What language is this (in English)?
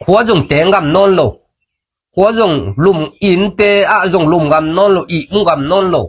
Tedim Chin